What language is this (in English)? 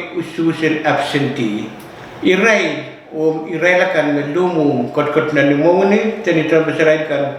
Pohnpeian